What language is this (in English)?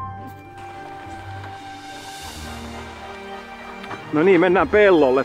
Finnish